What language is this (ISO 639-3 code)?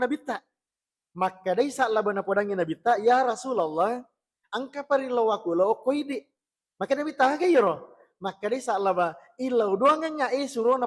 bug